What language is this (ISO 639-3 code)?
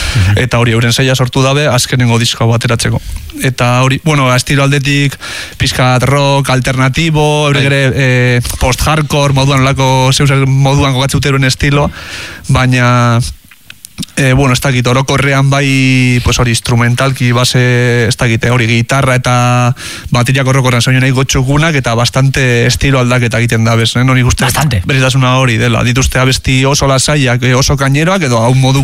eus